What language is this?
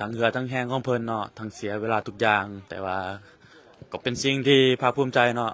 Lao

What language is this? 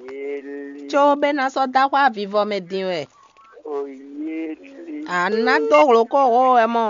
Fon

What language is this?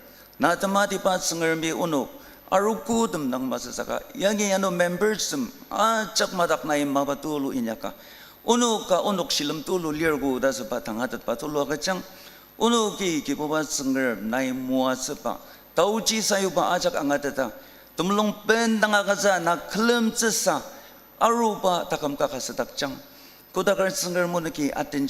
Ao Naga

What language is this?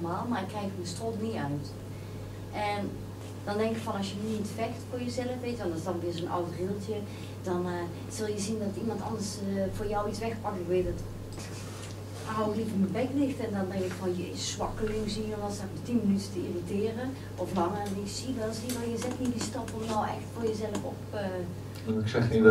Dutch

